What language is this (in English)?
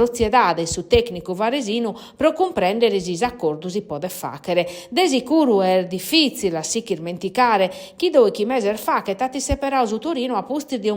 Sardinian